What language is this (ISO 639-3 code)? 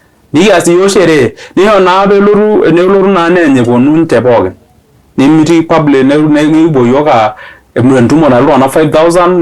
mas